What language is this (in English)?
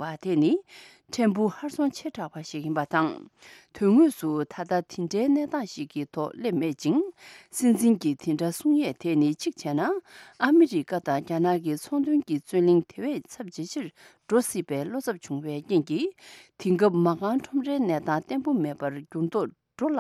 Tibetan